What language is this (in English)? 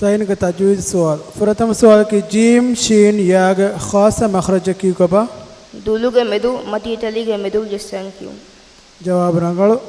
Divehi